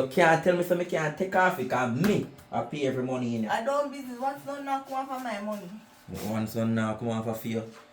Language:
Jamaican Creole English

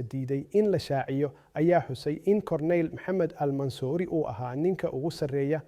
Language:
Somali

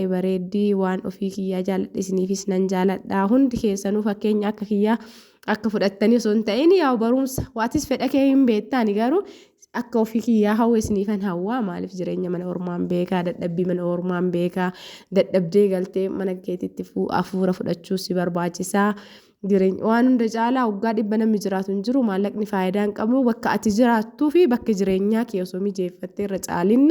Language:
Oromo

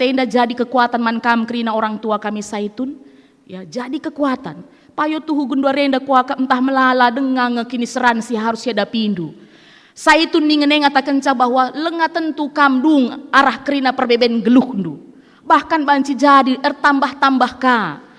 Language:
Batak Karo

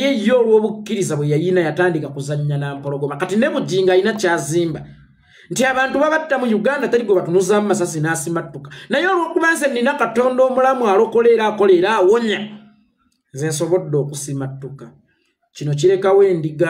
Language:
Ganda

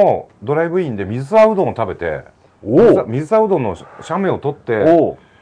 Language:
Japanese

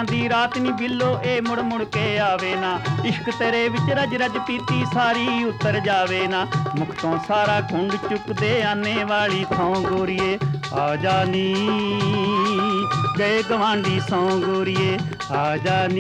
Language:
Punjabi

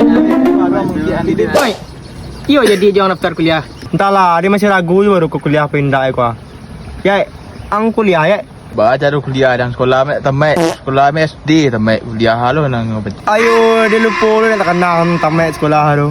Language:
Minangkabau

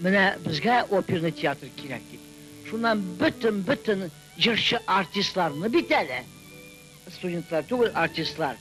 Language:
Tatar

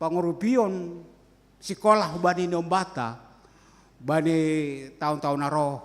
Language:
Batak Simalungun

